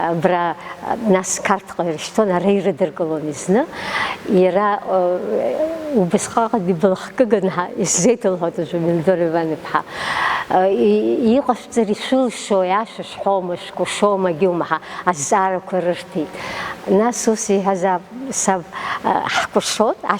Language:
Abkhazian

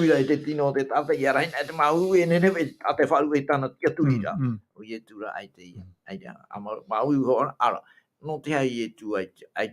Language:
Tahitian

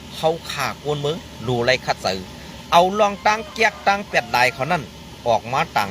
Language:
Shan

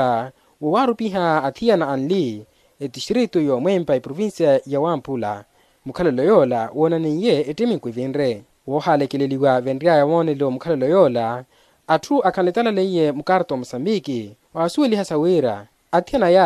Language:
Makhuwa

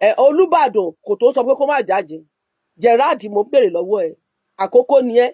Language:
Yoruba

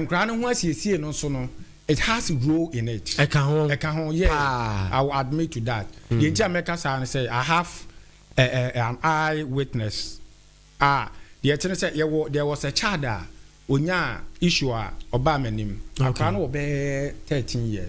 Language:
Akan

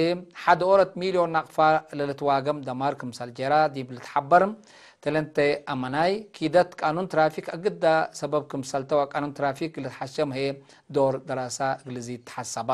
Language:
Tigre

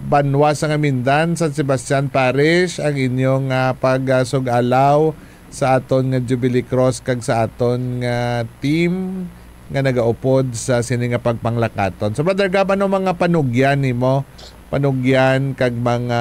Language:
Hiligaynon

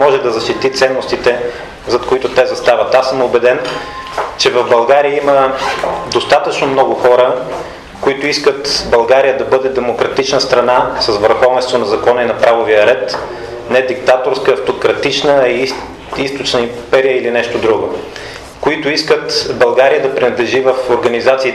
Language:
Bulgarian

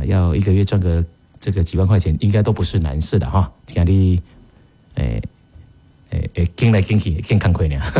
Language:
Min Nan Chinese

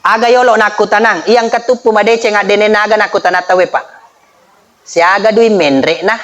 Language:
Buginese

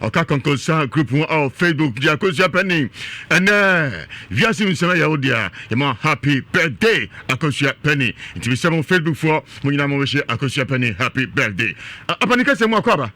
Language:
Akan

